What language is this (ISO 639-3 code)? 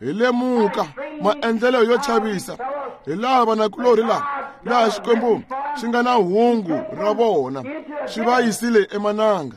tso